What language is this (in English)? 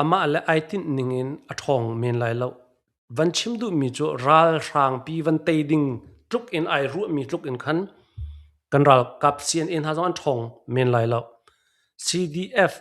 Hakha Chin